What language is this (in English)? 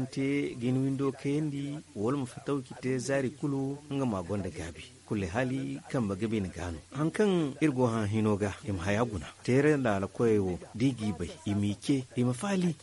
Zarma